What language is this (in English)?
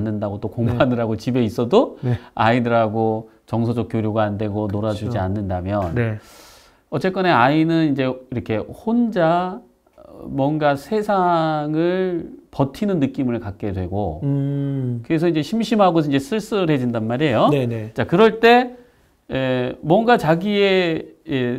Korean